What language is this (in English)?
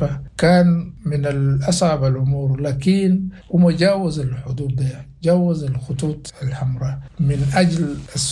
Sudanese Arabic